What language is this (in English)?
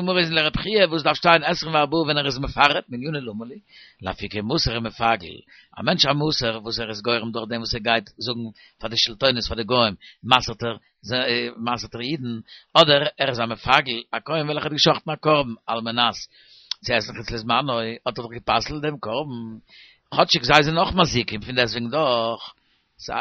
Yiddish